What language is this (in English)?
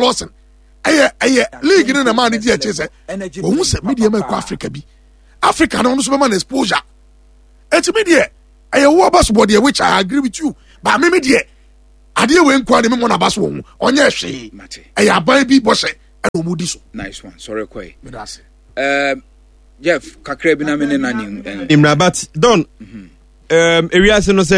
Akan